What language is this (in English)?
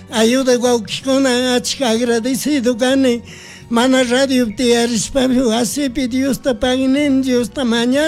Chimborazo Highland Quichua